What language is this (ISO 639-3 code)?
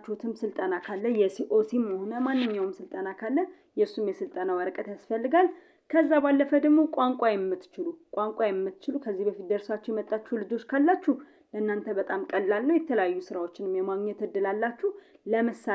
amh